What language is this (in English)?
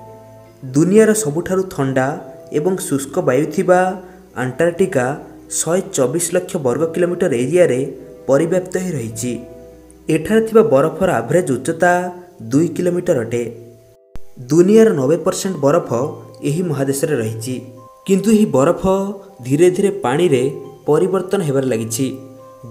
Odia